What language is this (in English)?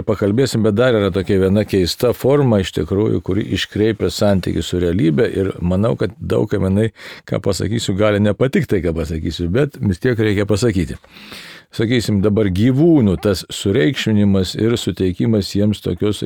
Lithuanian